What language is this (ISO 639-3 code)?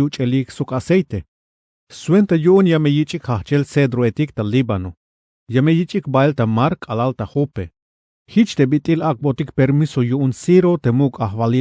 tzh